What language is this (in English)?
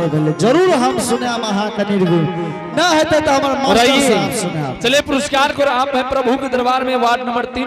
Angika